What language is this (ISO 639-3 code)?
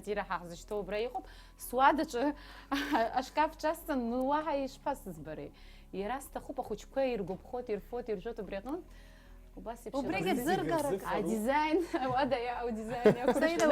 abk